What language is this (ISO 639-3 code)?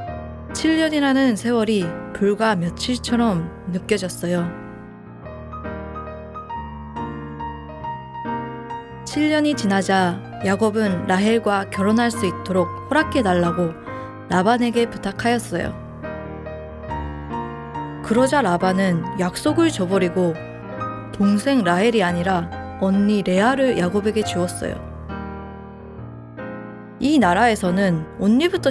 kor